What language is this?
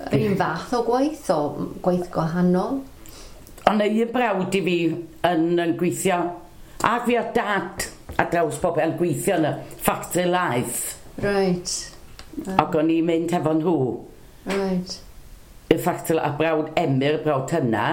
Welsh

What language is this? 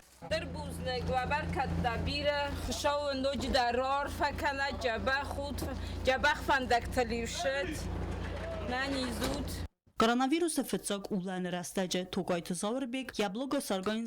Ossetic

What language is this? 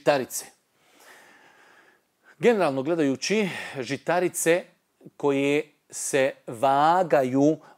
Bosnian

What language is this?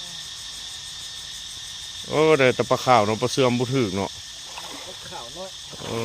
Lao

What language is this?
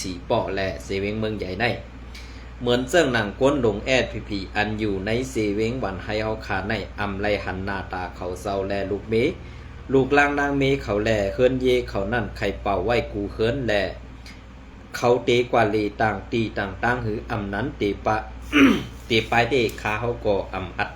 Shan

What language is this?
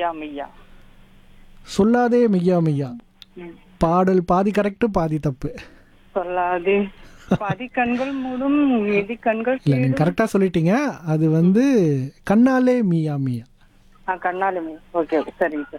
Tamil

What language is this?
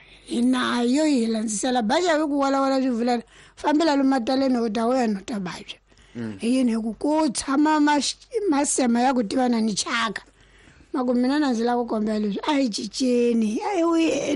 Tsonga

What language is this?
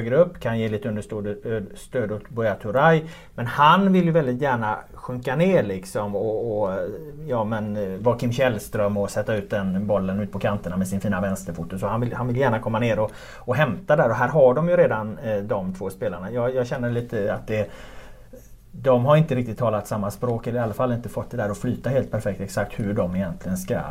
Swedish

